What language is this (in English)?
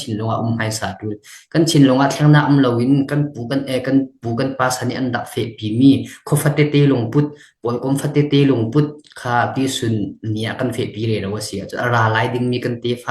Falam Chin